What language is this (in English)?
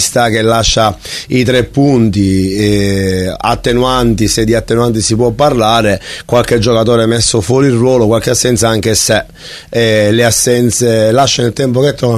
Italian